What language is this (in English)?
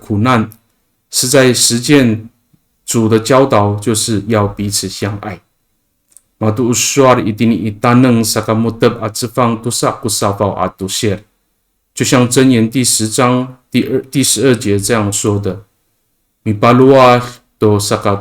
Amis